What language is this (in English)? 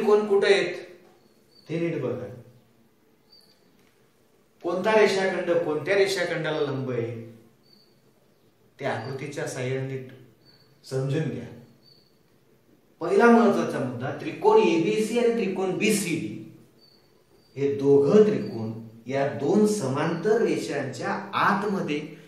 Marathi